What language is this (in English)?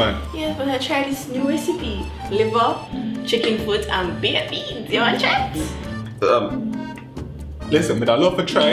Jamaican Creole English